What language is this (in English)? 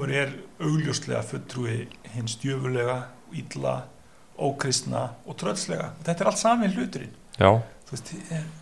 Icelandic